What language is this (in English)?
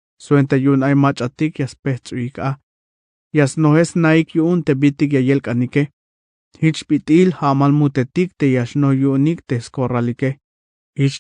Tzeltal